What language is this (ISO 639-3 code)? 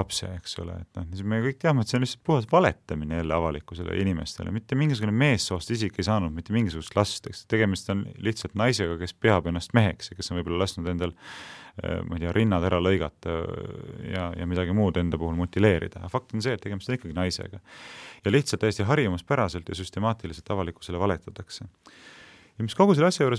est